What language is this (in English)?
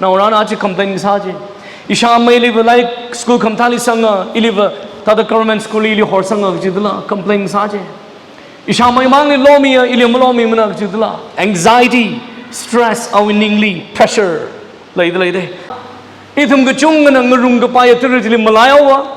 Tangkhul Naga (India)